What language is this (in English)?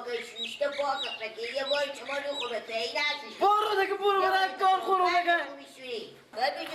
Persian